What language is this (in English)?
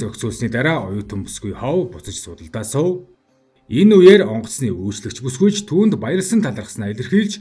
Mongolian